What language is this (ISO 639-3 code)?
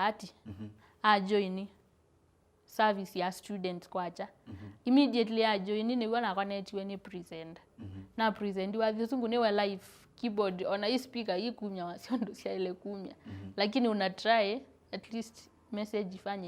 kam